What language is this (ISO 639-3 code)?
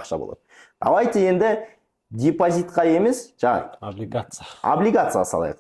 kaz